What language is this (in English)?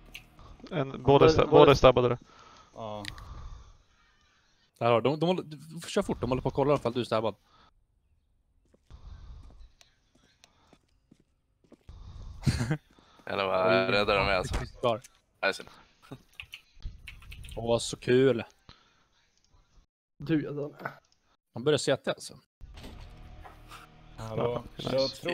Swedish